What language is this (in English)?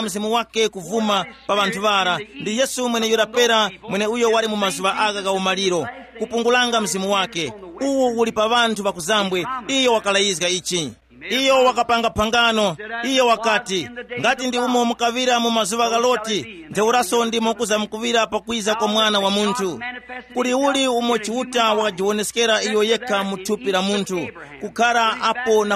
Tumbuka